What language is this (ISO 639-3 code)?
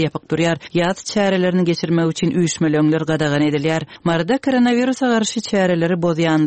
tuk